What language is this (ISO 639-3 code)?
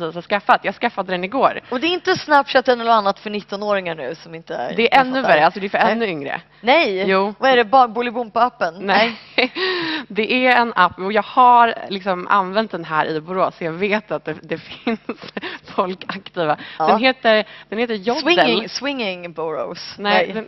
swe